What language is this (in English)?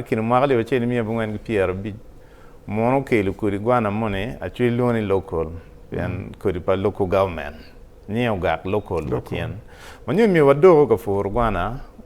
Acoli